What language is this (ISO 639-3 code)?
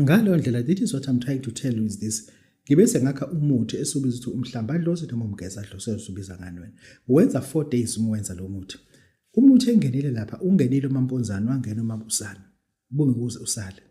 zul